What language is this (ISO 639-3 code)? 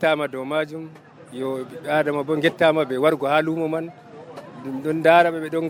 fuv